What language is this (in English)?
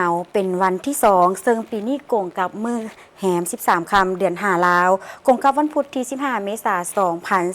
Lao